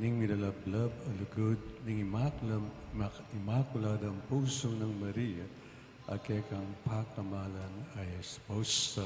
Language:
Pampanga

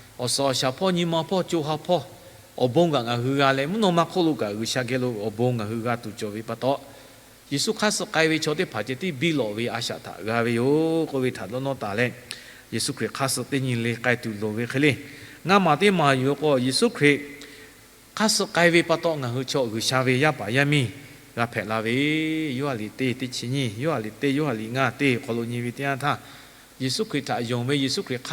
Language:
Lahu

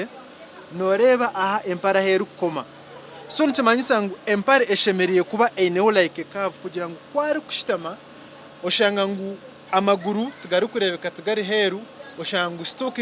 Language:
Nyankole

